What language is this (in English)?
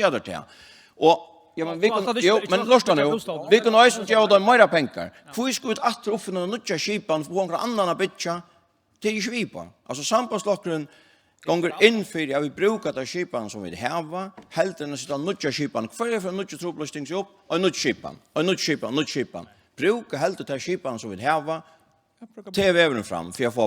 Faroese